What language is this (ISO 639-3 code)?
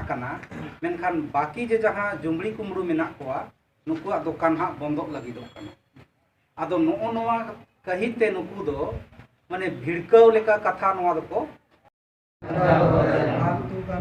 sat